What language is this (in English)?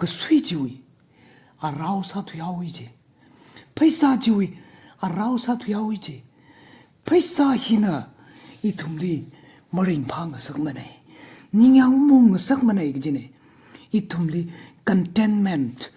Tangkhul Naga (India)